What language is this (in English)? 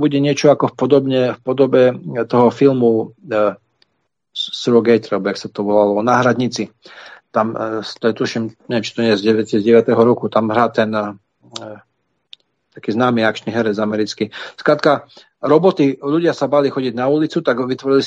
Slovak